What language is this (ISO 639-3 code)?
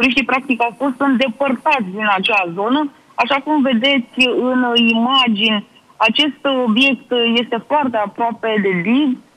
ron